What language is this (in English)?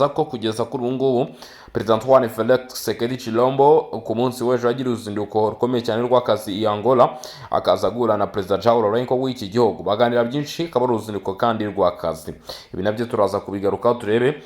Kinyarwanda